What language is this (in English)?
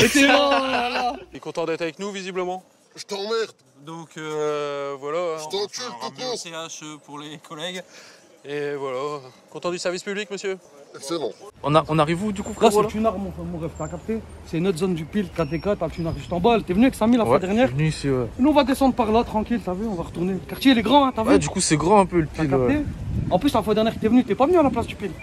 French